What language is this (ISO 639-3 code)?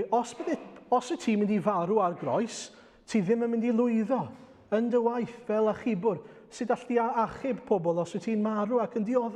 cym